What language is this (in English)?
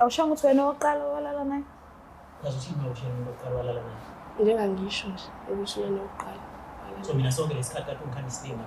Zulu